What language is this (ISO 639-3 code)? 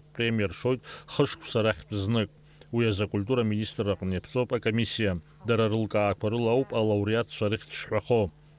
abk